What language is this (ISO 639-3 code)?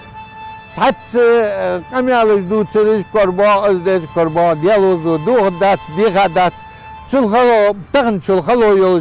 inh